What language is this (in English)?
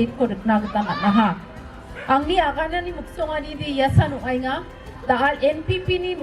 Garo